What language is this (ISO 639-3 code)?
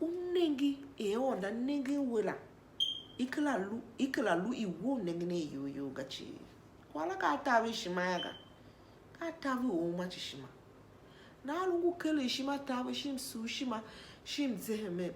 tiv